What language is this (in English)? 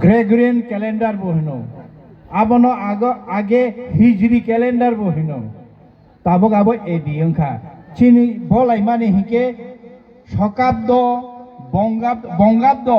Kok Borok